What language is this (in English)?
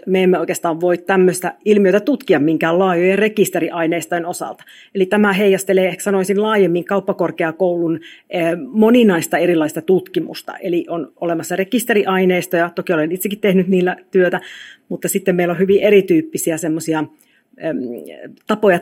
Finnish